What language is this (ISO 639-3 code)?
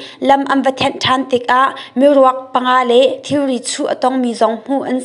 cnh